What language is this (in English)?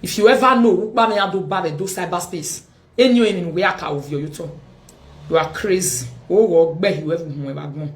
Nigerian Pidgin